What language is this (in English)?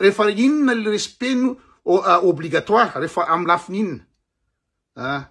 Malagasy